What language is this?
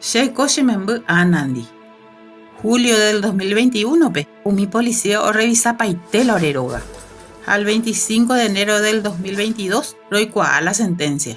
Guarani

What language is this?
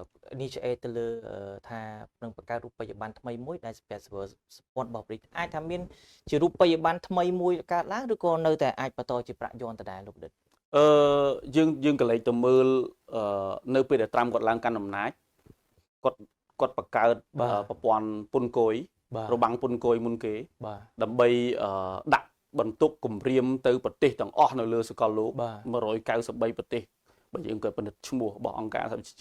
Khmer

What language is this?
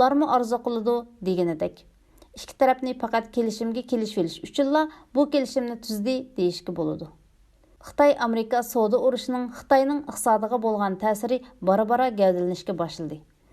Uyghur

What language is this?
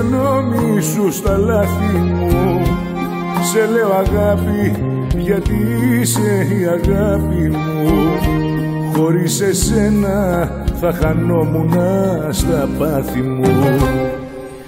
Greek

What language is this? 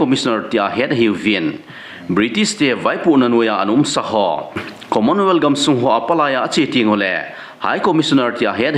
Thado Chin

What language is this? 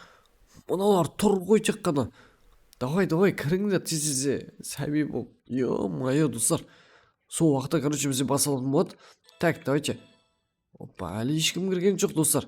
Kazakh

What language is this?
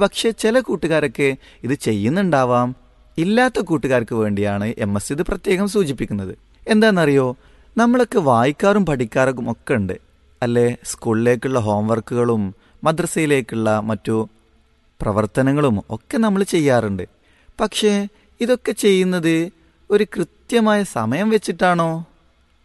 Malayalam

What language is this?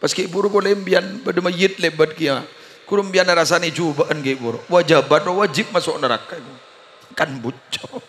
Madurese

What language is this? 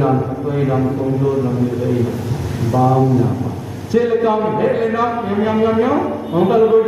Santali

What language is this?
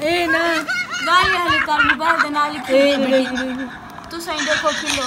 Saraiki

